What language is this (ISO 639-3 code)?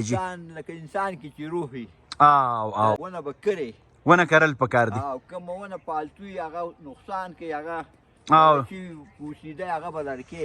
pus